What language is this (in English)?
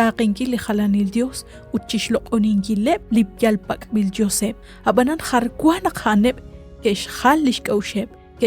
Kekchí